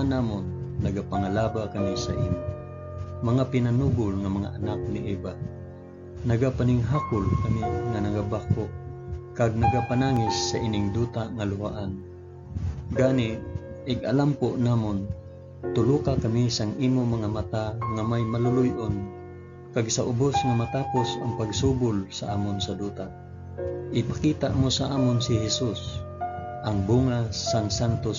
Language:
Hiligaynon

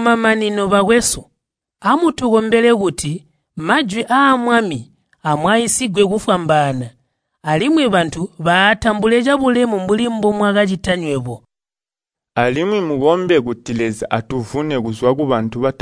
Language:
Tonga (Zambia)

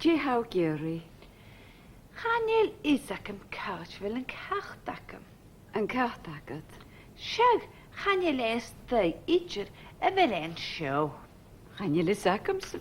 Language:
Scottish Gaelic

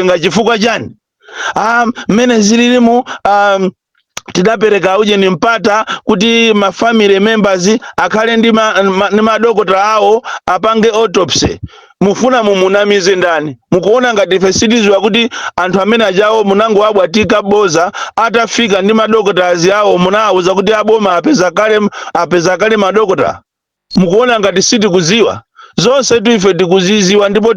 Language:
Nyanja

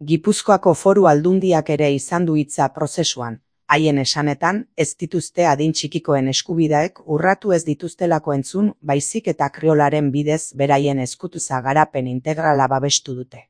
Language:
Basque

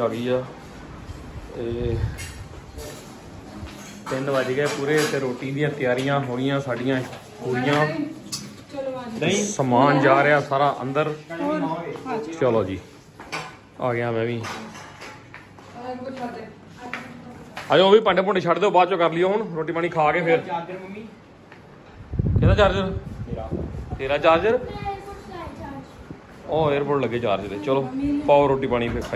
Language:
Punjabi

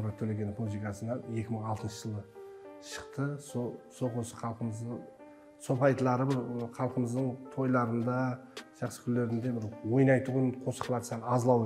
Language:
Kara-Kalpak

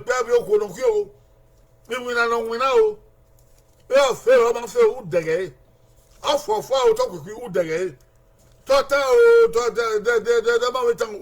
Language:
Bini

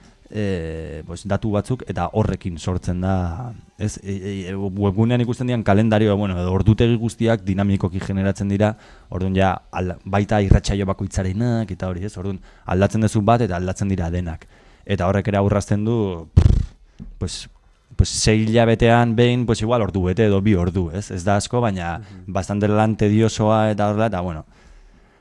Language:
Basque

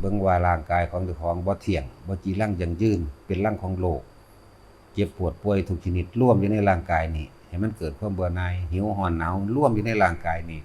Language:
Northeastern Thai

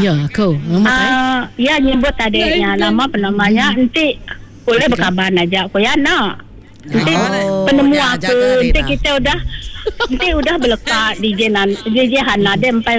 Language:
Iban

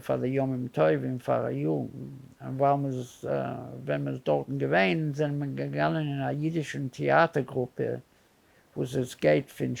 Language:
Yiddish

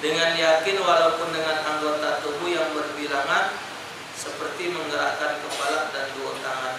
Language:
Musi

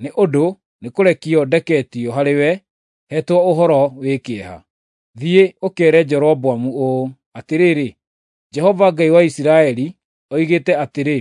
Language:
Kikuyu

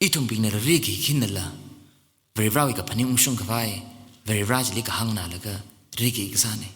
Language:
Tangkhul Naga (India)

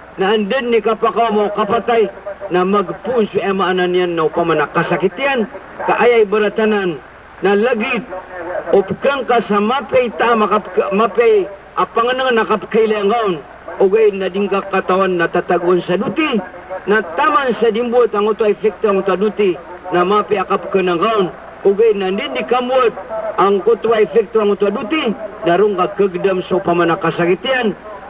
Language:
Maranao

